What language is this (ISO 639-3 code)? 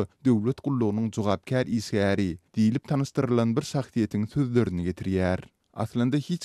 tuk